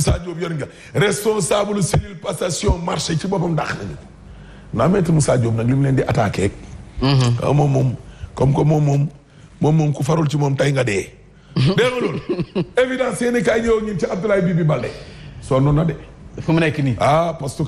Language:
Wolof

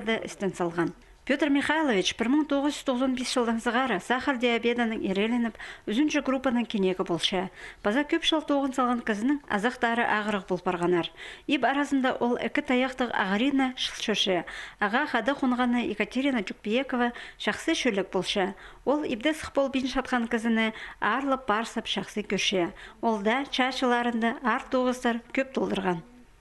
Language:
Khakas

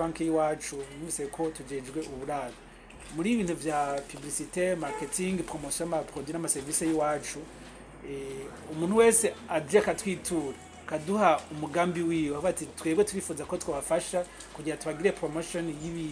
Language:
Rundi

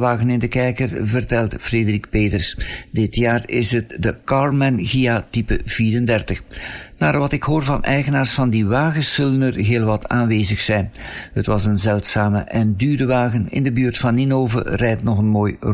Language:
Dutch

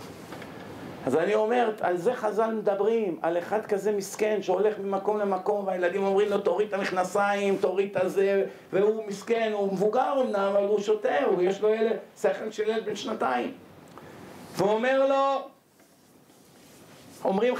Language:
Hebrew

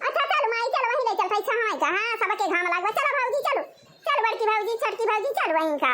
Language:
Awadhi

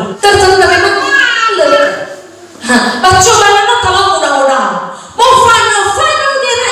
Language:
Nias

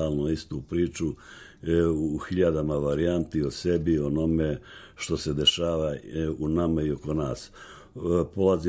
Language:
Serbian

